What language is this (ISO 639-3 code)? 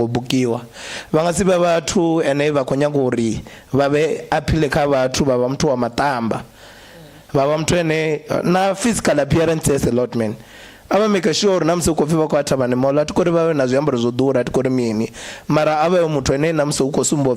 ven